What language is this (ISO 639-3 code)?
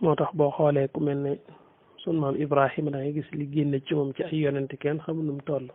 wol